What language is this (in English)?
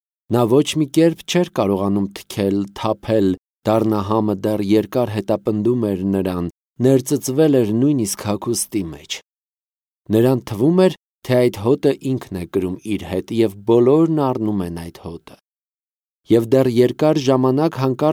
Armenian